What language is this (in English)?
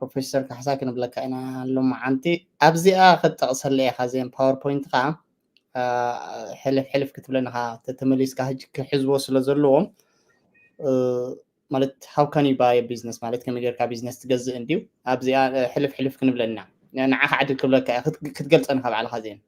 Tigrinya